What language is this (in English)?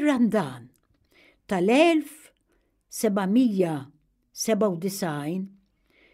Maltese